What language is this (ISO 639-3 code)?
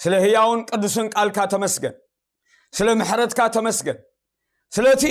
tir